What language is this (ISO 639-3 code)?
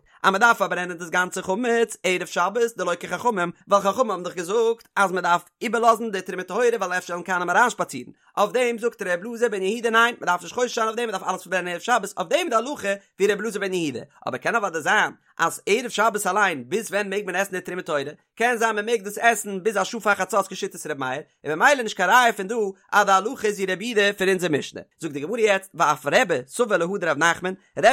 yid